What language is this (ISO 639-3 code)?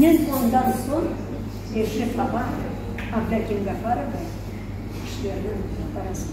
crh